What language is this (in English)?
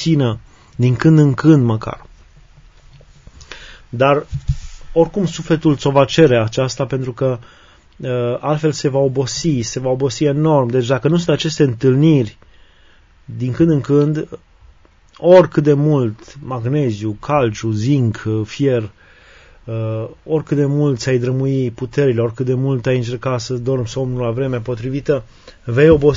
Romanian